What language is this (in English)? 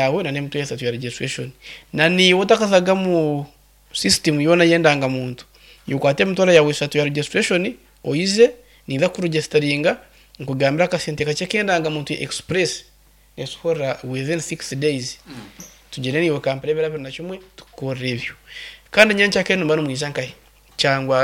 Nyankole